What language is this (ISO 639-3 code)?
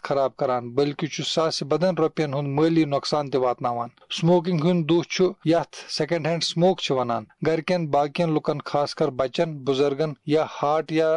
kas